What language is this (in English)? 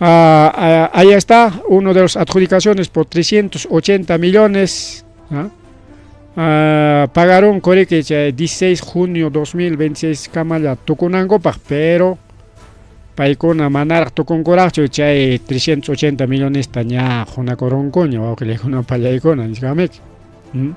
Ayacucho Quechua